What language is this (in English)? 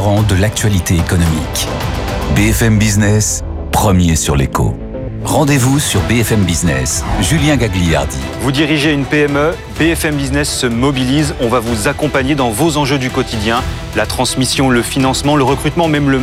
French